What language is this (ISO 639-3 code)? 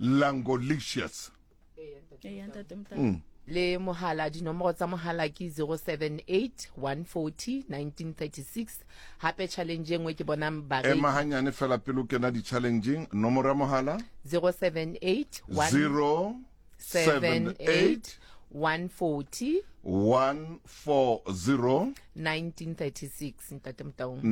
sot